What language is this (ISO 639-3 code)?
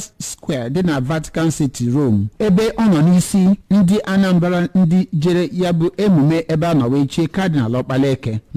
ibo